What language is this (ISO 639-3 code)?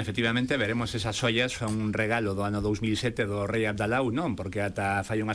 glg